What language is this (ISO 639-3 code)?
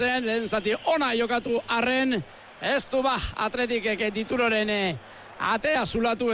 eus